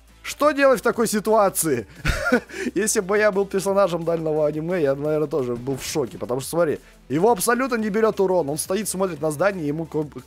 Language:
Russian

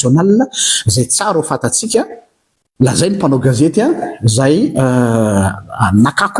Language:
Malagasy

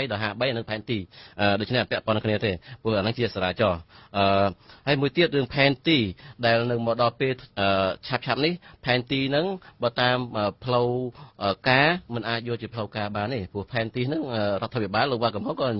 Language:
Khmer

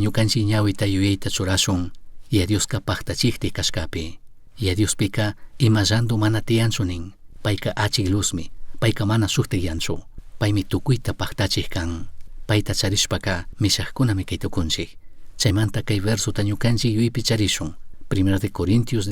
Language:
Chimborazo Highland Quichua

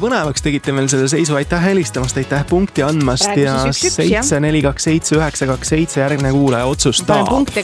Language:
Estonian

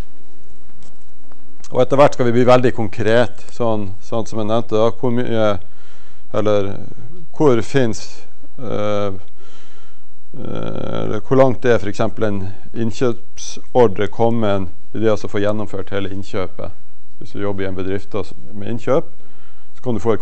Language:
Norwegian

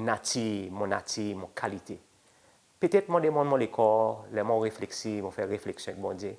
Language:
Seselwa Creole French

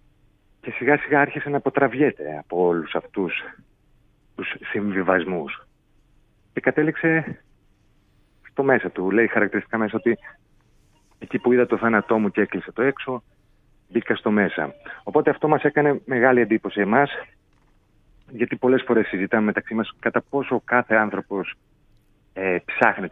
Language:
Greek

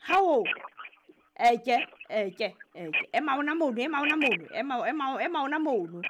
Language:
Southern Sotho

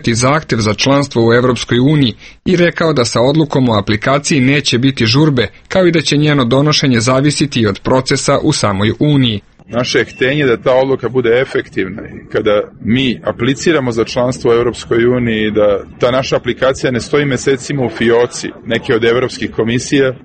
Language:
Serbian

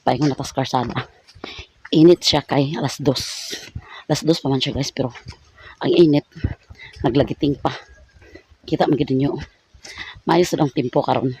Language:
Cebuano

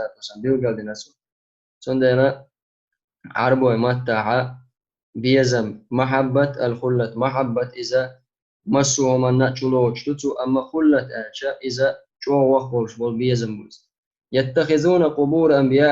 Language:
Chechen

